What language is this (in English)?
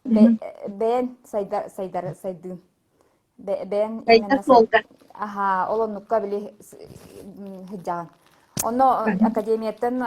Yakut